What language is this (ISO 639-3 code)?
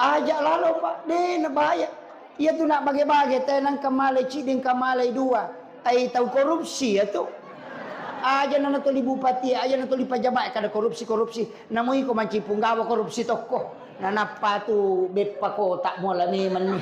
bug